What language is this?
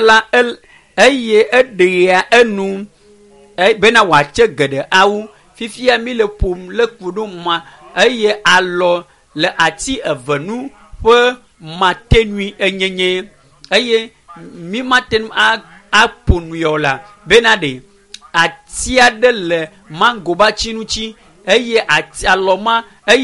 Ewe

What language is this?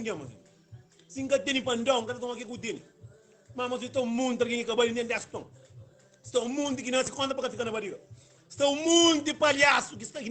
Kabuverdianu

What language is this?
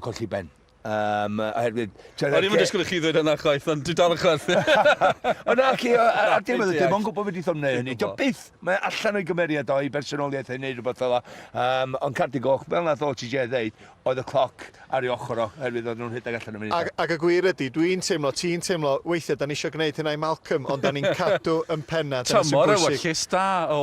Welsh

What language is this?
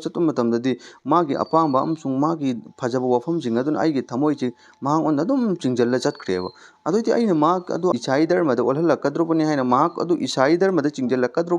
Manipuri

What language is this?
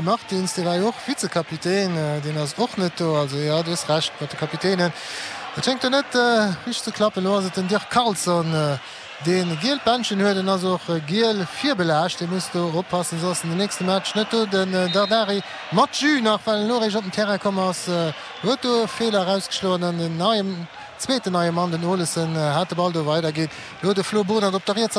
Luxembourgish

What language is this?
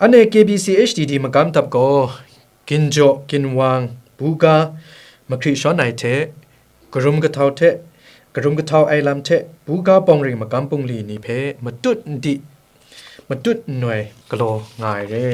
Kachin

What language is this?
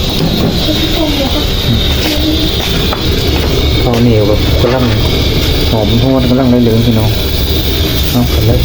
Lao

